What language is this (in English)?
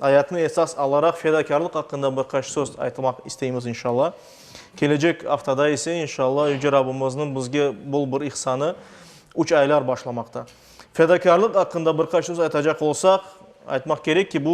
Crimean Tatar